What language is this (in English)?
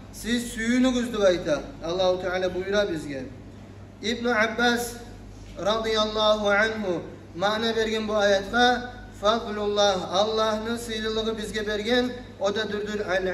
Kumyk